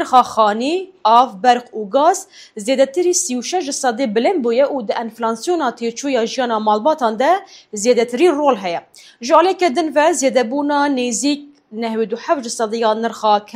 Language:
Kurdish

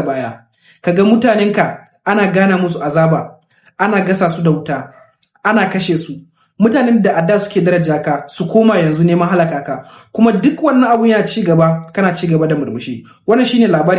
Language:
Hausa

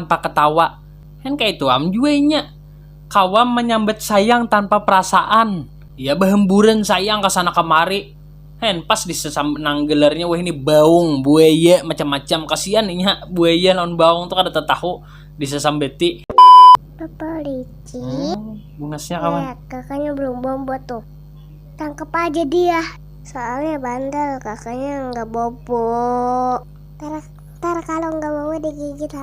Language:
Banjar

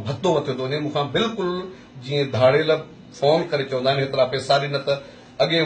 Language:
Sindhi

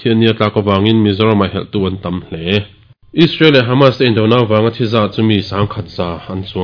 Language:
Mizo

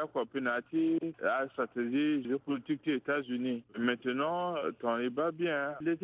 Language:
Sango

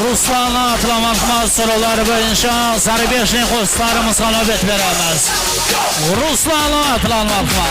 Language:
Kara-Kalpak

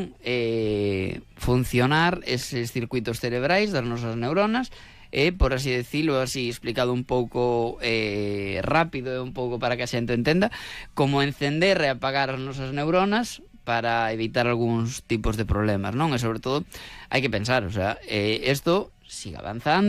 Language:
Galician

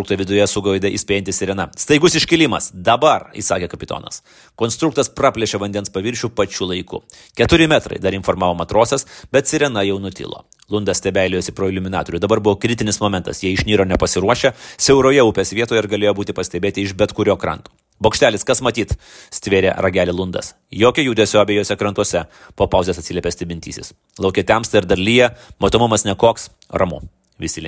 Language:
Lithuanian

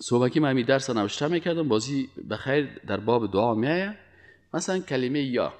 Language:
Persian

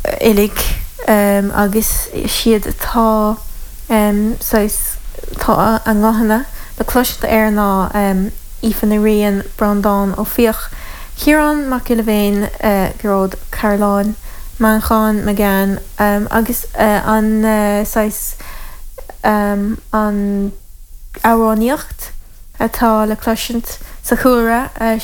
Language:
Irish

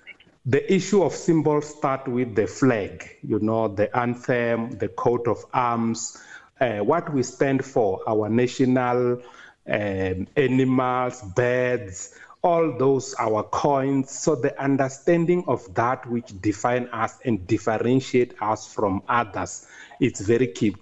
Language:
English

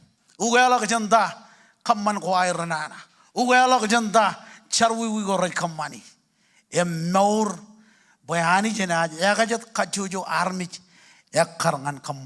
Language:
Marshallese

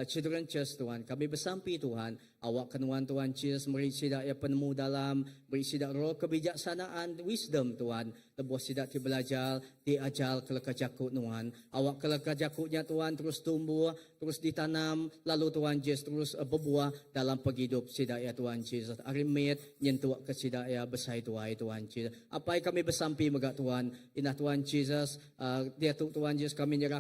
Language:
Iban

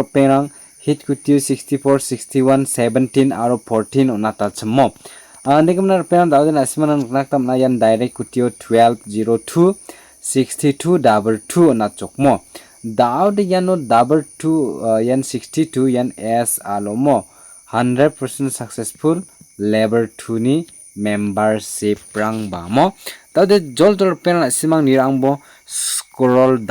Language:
Garo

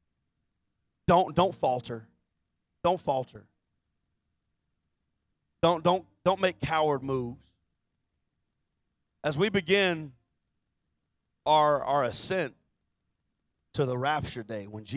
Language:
English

